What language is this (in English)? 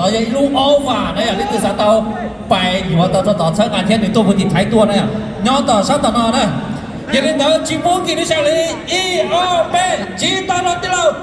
Hmong